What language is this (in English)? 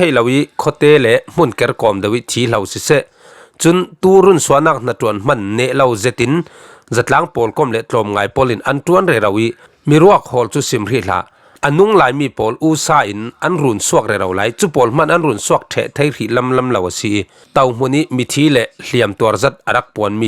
Falam Chin